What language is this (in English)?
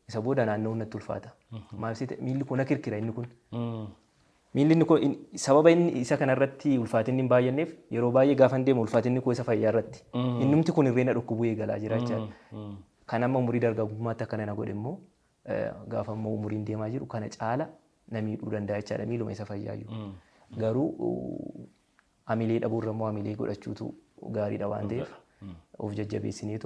Oromo